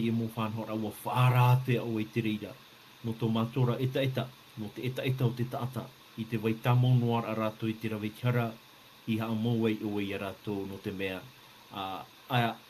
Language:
Tahitian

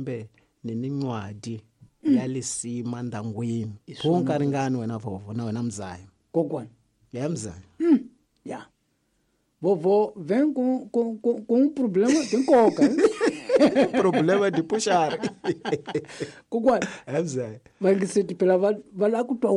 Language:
Tsonga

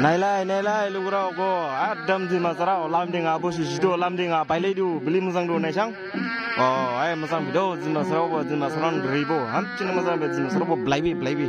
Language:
Dimasa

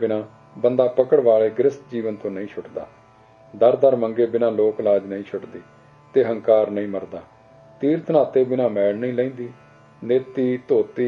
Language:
Punjabi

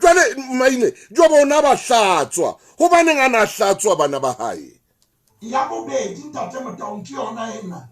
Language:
Southern Sotho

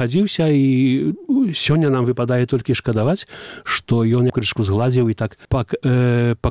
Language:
Belarusian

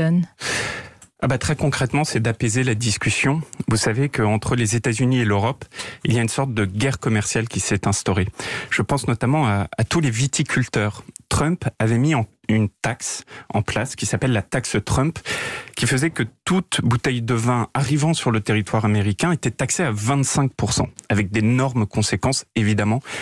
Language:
French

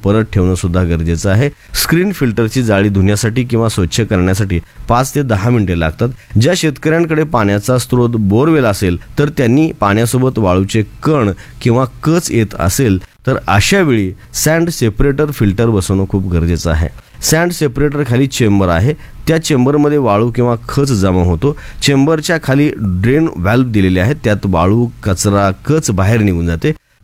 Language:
Marathi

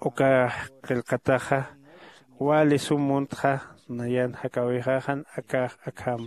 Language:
Aymara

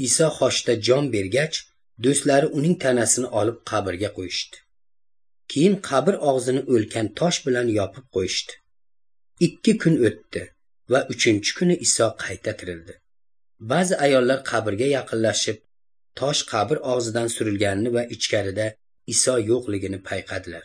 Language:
Uyghur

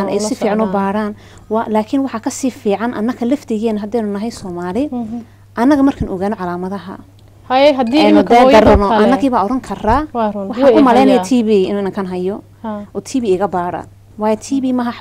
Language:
Somali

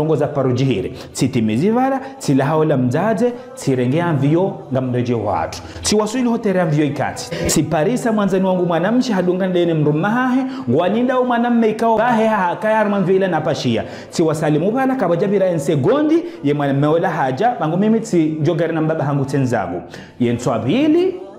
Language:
Ngazidja Comorian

